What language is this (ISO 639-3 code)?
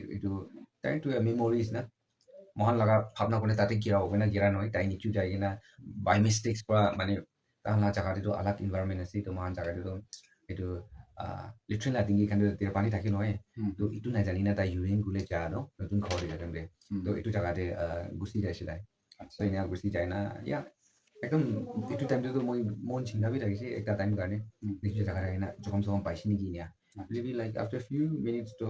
nag